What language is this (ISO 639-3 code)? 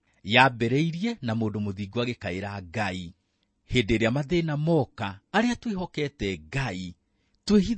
kik